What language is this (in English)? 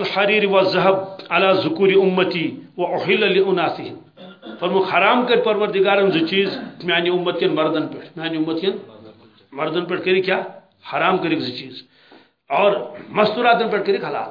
Kashmiri